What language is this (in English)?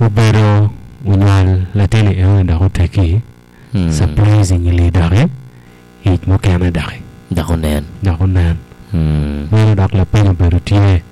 Acoli